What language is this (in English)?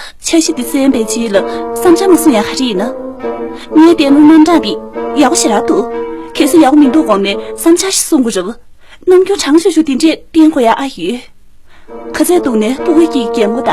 Tibetan